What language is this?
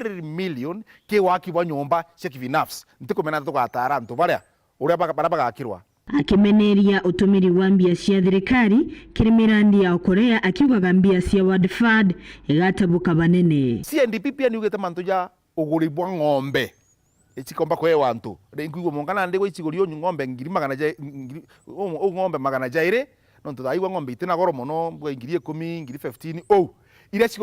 Meru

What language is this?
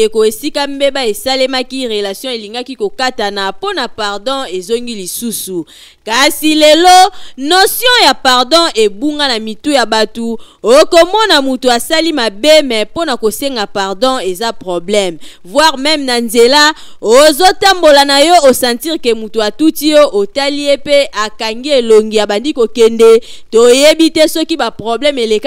Lingala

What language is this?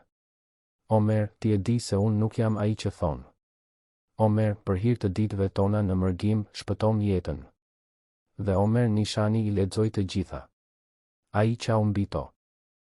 Albanian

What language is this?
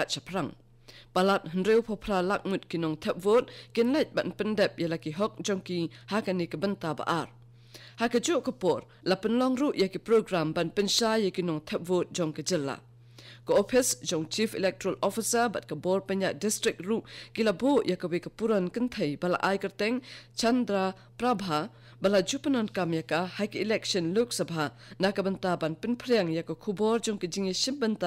Khasi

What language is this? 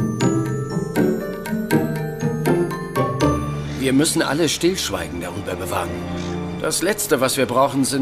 German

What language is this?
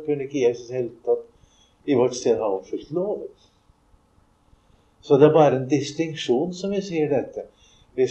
Norwegian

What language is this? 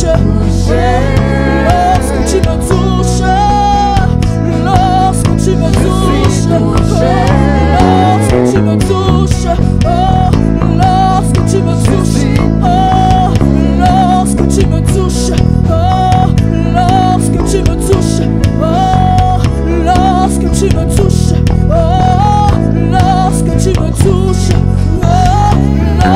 French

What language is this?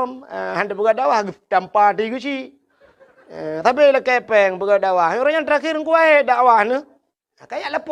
Achinese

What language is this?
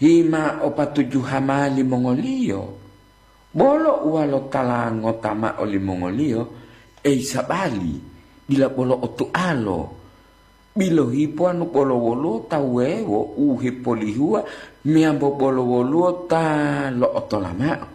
Gorontalo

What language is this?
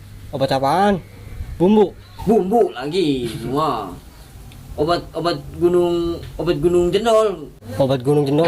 Betawi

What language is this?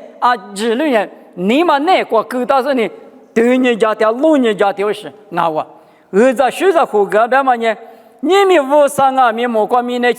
Lisu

